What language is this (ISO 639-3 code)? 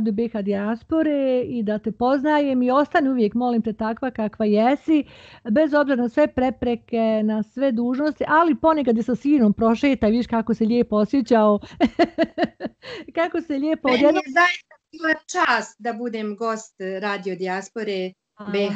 bos